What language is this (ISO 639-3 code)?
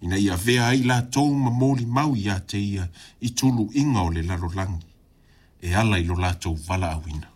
smo